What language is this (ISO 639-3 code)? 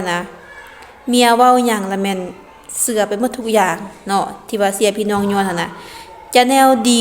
lao